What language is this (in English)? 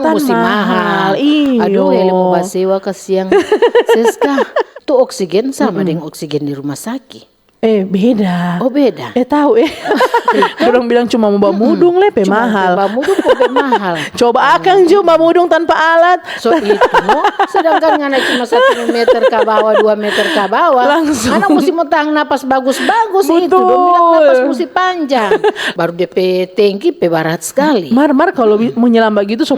Manado Malay